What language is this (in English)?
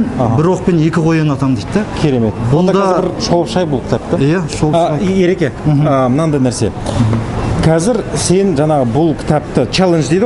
Kazakh